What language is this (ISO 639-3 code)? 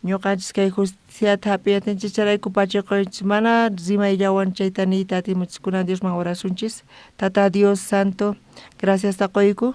quh